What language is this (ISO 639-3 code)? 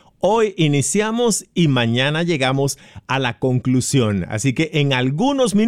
spa